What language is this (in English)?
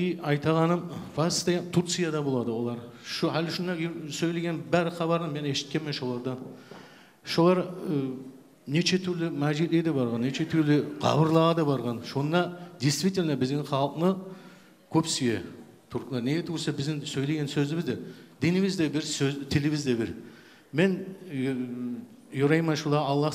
Kumyk